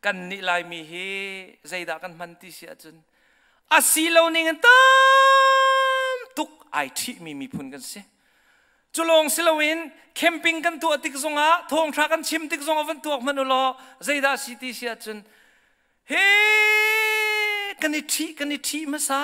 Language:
Hakha Chin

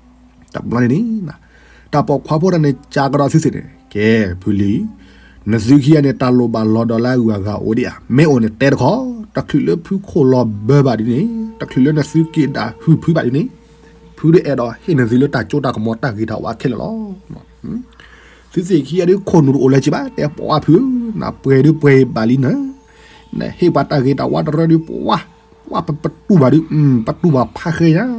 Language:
S'gaw Karen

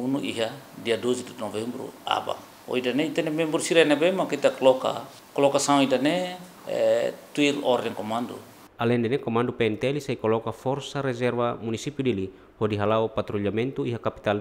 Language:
Tetum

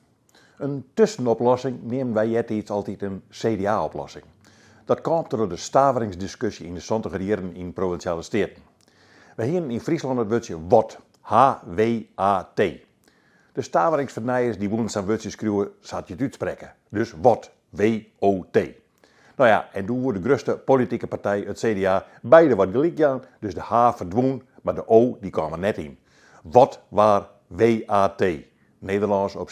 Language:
Western Frisian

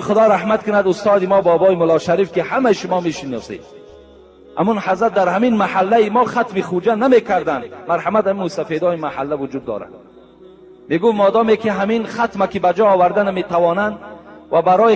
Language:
Tajik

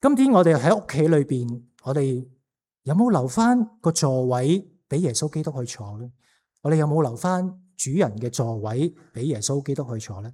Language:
Cantonese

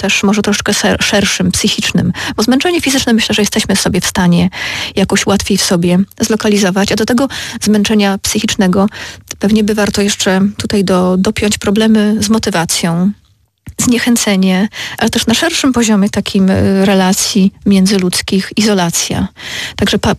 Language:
Polish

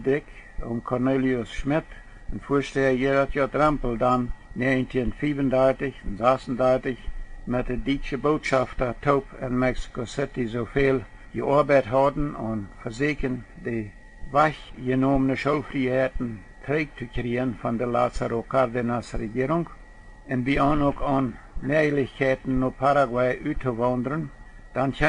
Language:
Plautdietsch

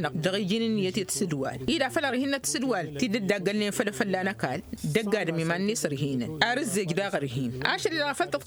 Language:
Tamasheq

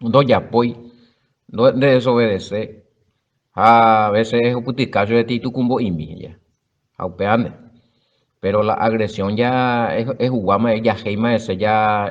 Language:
Guarani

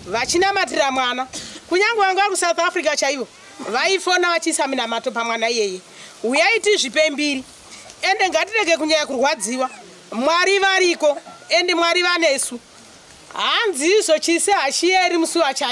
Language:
Shona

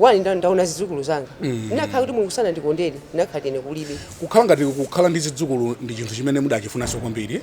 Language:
Nyanja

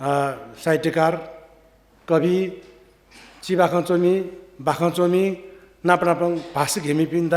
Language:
Newari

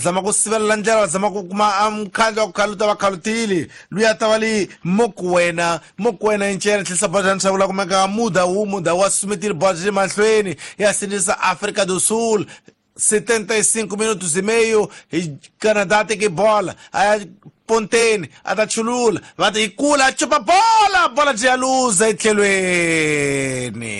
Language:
Tsonga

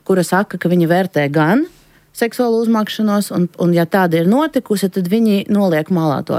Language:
Latvian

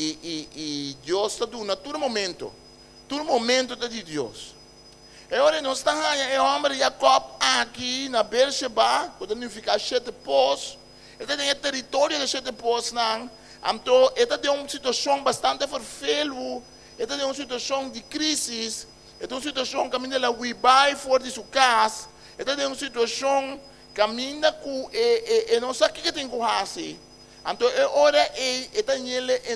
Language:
Papiamento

